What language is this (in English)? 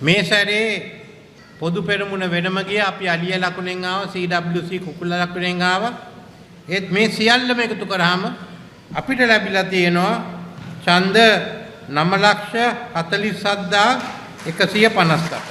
Sinhala